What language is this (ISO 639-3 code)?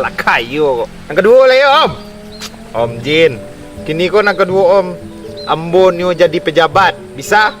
min